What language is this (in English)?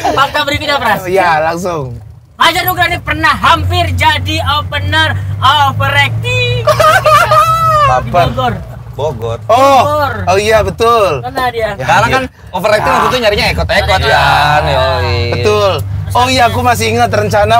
Indonesian